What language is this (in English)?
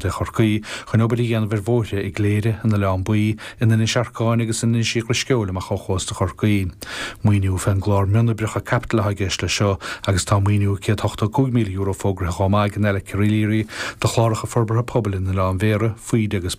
Irish